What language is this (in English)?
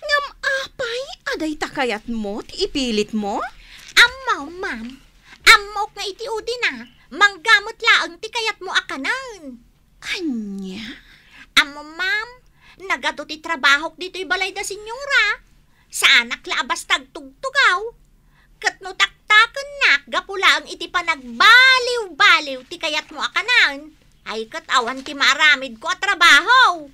Iloko